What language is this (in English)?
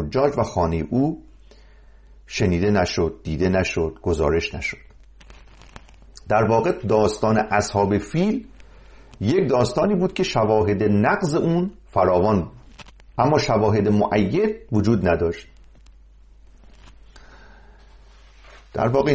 Persian